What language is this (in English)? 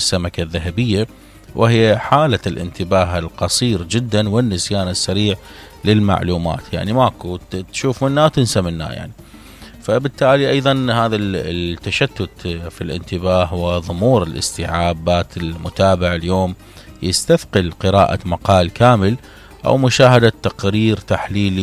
Mesopotamian Arabic